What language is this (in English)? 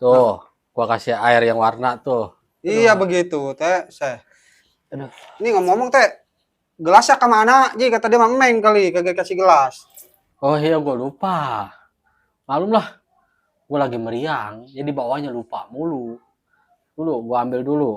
Betawi